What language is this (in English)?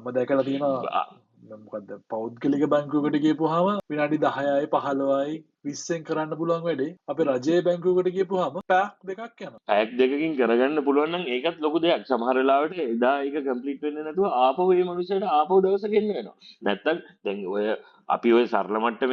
Sinhala